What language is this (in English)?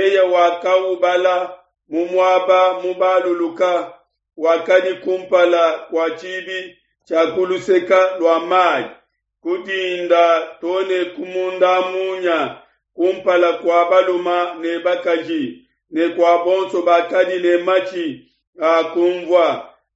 Luba-Lulua